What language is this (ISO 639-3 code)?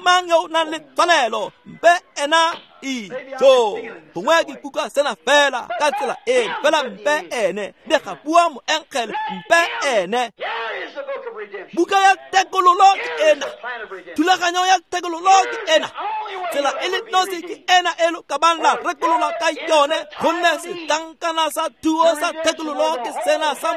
tsn